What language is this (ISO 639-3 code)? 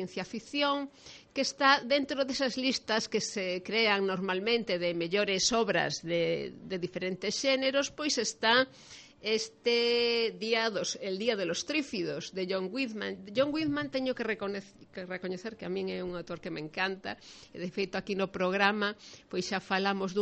glg